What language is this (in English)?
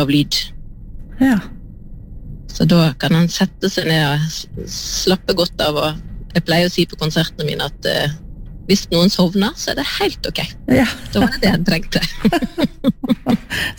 Norwegian